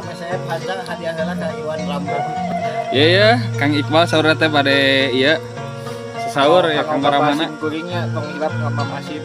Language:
Sundanese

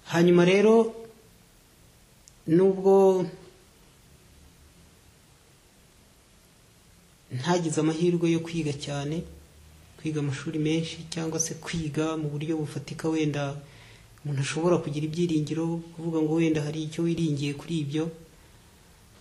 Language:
Kinyarwanda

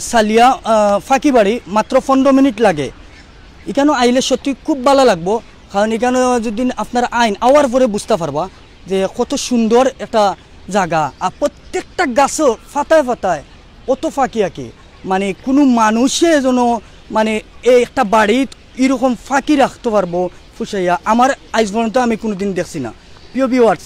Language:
Sylheti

